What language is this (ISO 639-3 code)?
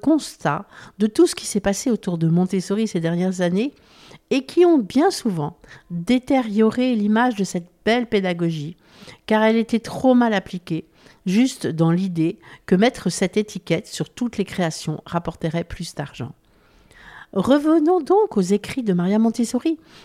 fra